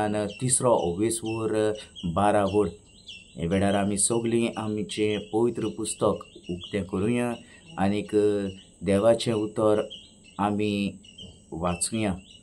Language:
Konkani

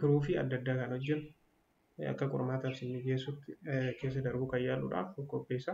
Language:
Oromo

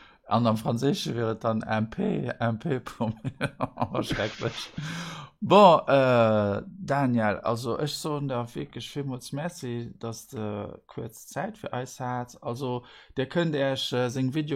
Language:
Luxembourgish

